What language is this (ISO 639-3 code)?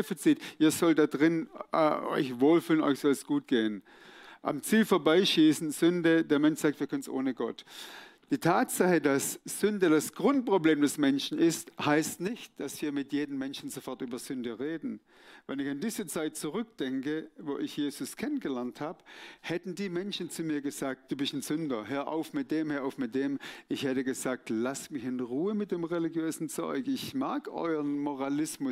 gsw